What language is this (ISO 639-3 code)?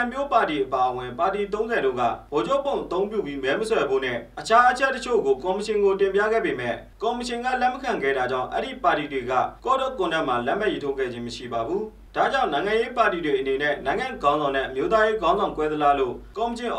mya